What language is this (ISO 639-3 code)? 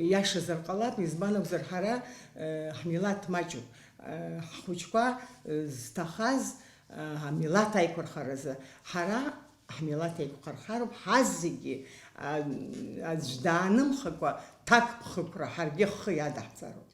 abk